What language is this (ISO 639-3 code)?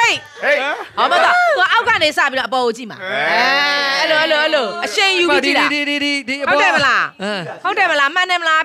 mya